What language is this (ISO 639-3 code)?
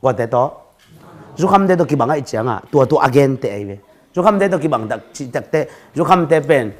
ctd